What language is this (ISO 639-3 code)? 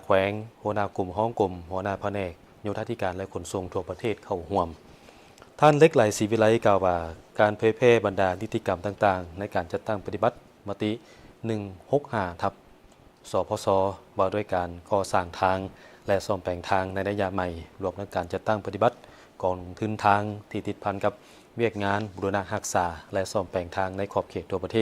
lao